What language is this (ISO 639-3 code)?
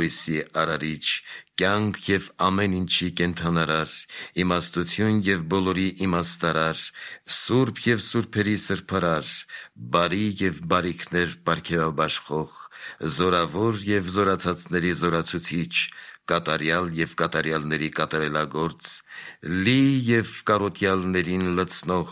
hye